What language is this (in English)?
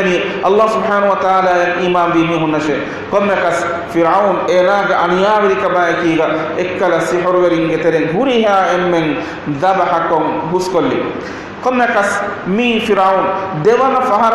Divehi